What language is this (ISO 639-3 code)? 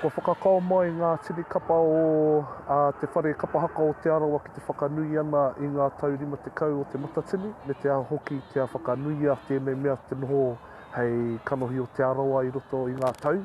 mri